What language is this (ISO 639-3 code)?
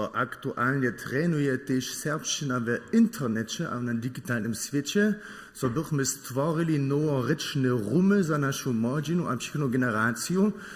hsb